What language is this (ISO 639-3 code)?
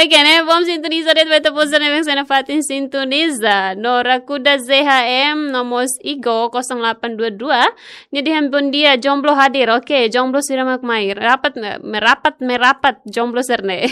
tet